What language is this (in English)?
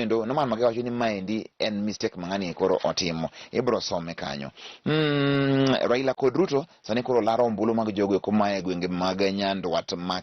Luo (Kenya and Tanzania)